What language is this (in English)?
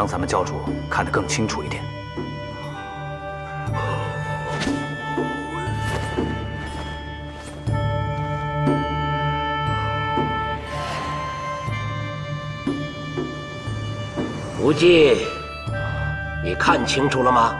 Chinese